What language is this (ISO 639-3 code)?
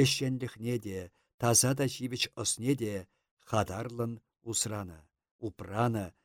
chv